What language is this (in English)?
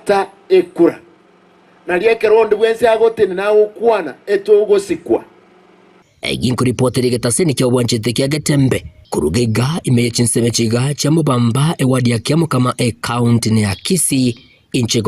Gusii